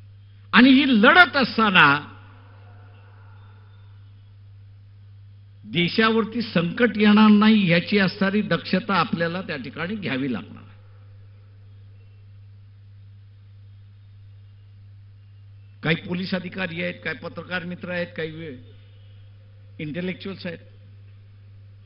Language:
Marathi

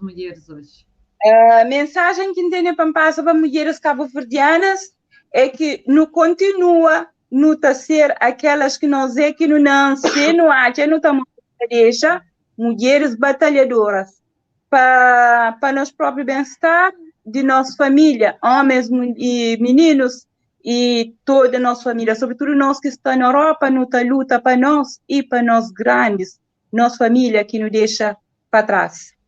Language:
Kabuverdianu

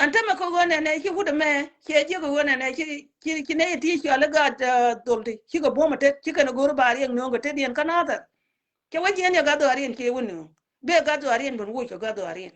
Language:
Nuer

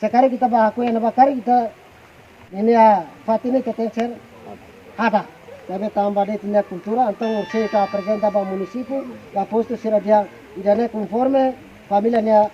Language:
Tetum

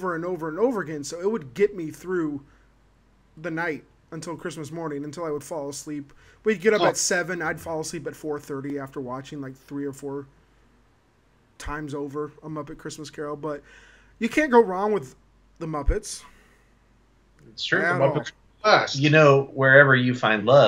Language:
English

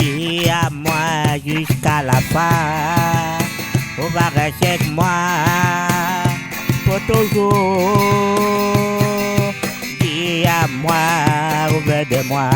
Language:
Réunion Creole French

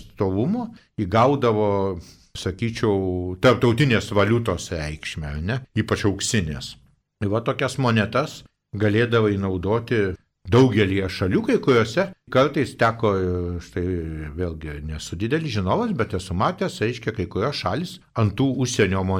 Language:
Lithuanian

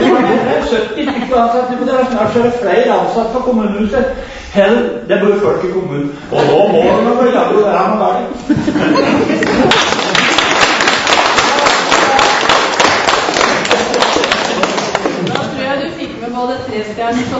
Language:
Norwegian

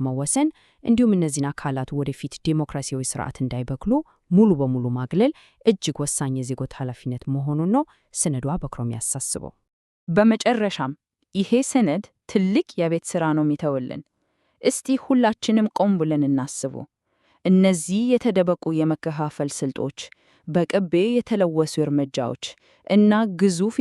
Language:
Amharic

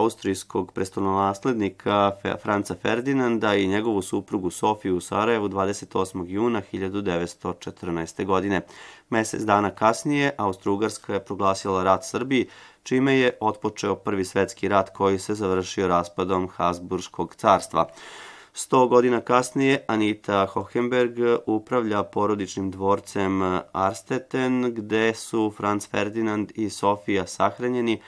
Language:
Serbian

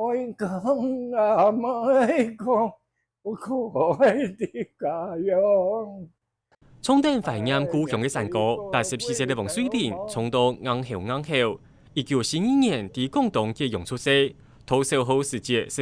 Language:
Hakka Chinese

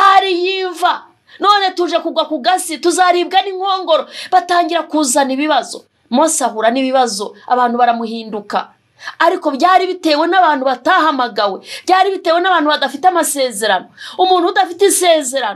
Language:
Kinyarwanda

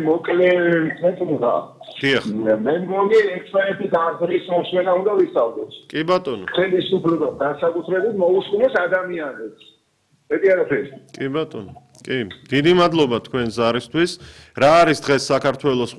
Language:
Georgian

